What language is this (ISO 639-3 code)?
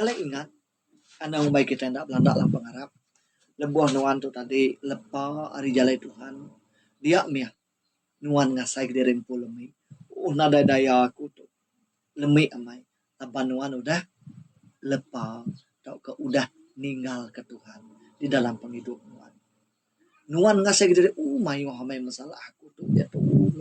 iba